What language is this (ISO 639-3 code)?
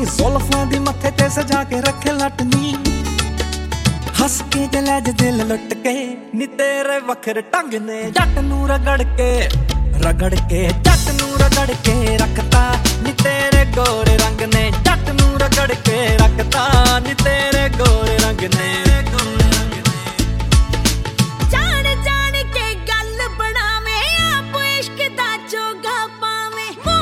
pan